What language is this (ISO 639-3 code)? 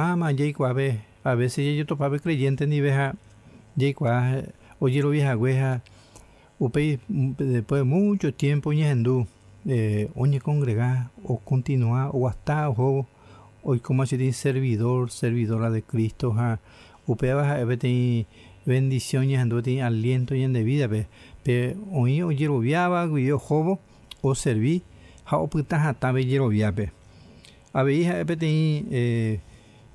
grn